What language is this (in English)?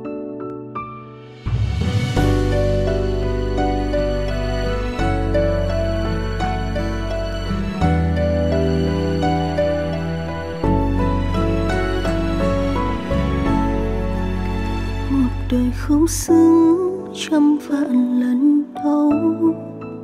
Vietnamese